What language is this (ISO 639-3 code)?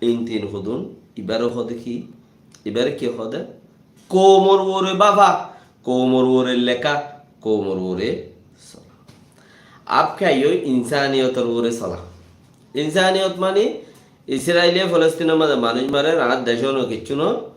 rhg